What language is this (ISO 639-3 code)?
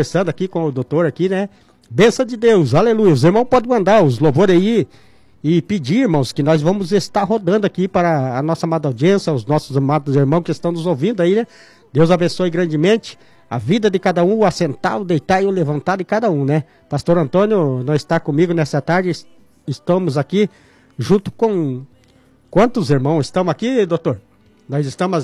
por